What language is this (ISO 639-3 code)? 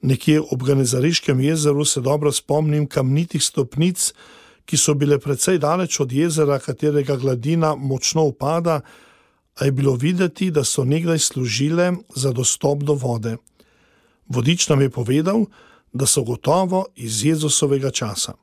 slv